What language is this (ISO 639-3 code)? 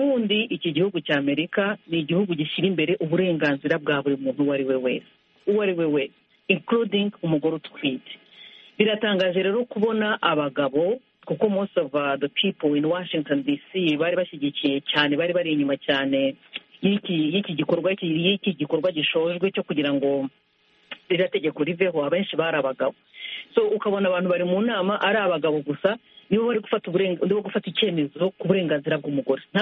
kin